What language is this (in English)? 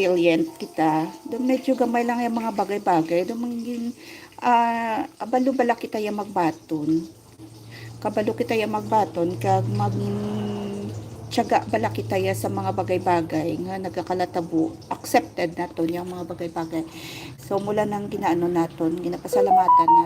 Hiligaynon